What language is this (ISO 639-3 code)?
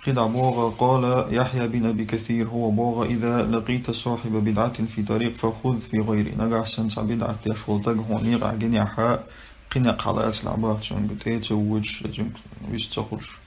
che